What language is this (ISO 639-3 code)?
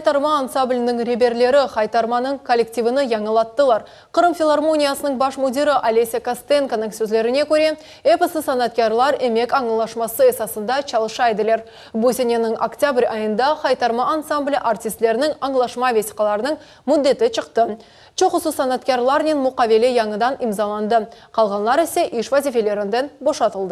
crh